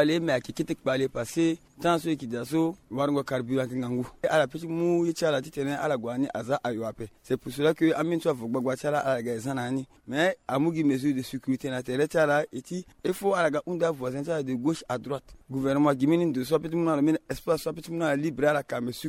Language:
Sango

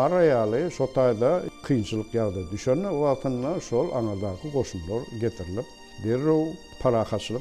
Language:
Turkmen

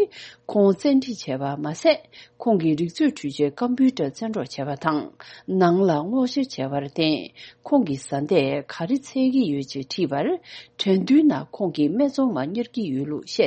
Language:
Tibetan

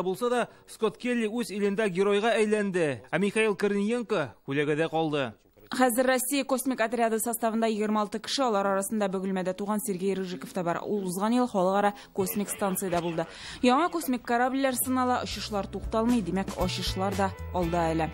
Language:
Tatar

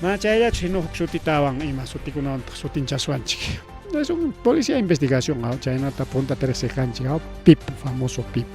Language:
Ayacucho Quechua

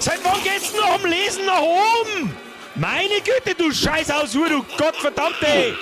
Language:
Bavarian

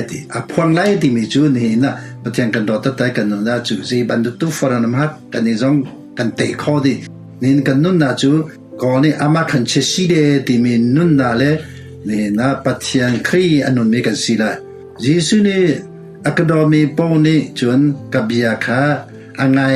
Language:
Hakha Chin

